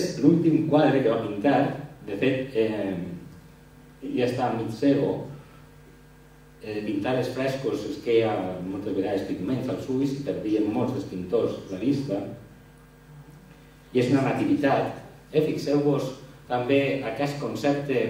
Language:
Catalan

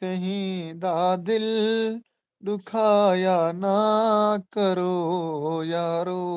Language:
Saraiki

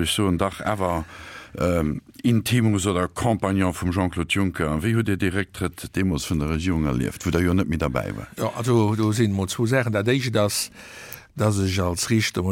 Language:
Luxembourgish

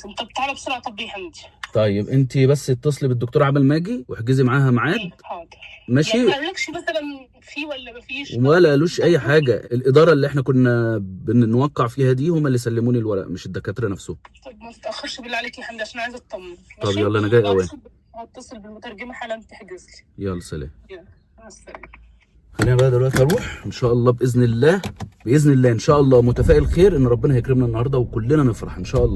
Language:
Egyptian Arabic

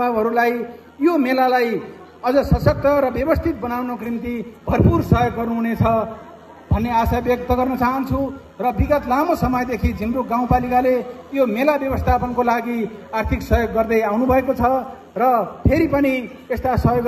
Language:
Nepali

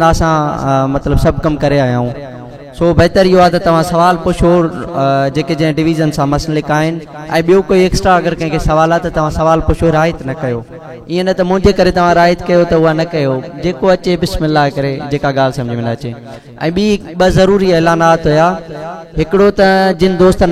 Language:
Sindhi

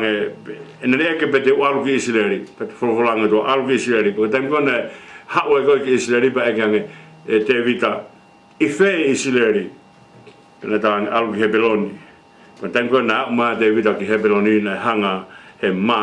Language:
Tongan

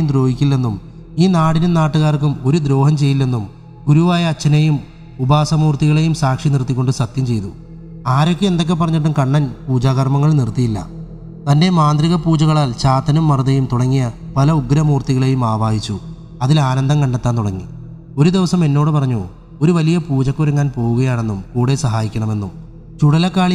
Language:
Malayalam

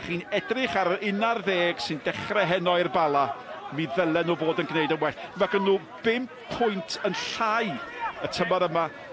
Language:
Welsh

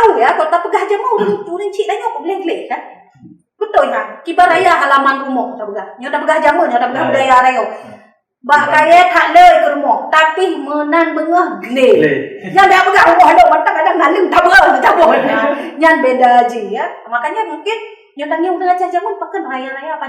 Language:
Achinese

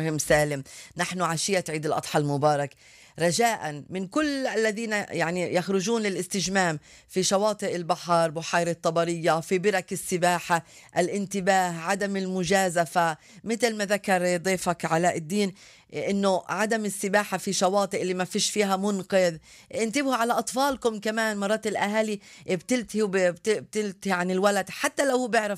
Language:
North Levantine Arabic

